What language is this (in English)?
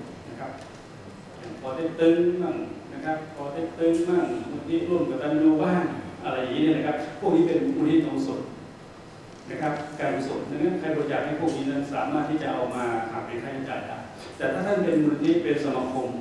Thai